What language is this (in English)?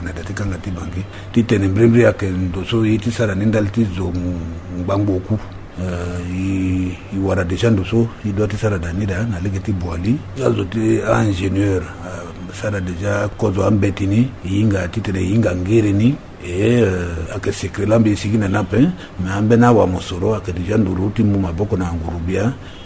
Sango